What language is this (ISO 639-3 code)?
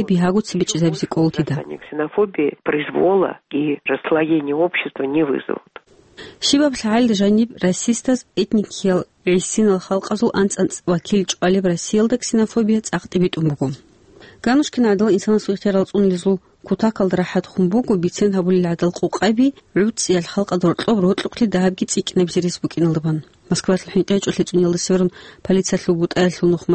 ava